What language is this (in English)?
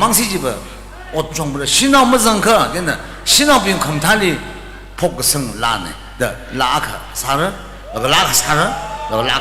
Tangkhul Naga (India)